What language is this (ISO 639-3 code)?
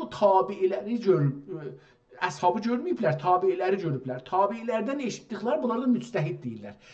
azb